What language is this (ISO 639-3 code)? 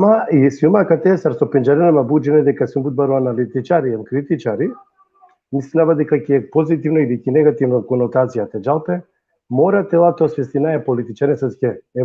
rmn